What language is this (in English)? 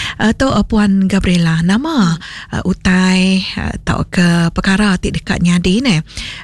Iban